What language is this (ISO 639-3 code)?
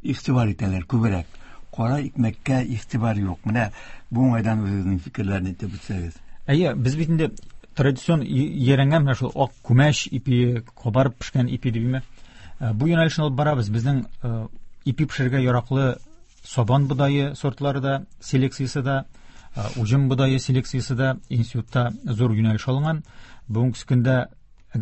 tat